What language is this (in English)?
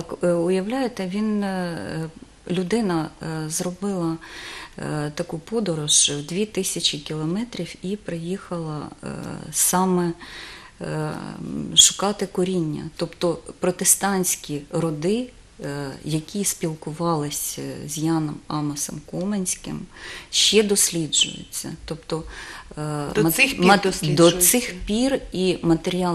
Ukrainian